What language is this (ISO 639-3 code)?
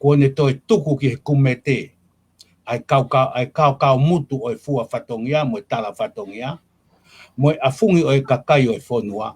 ton